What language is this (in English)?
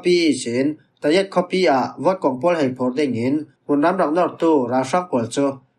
Falam Chin